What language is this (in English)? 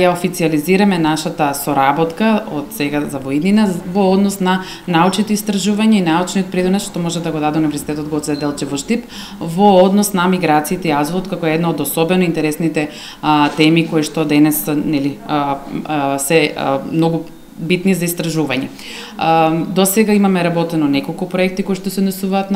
Macedonian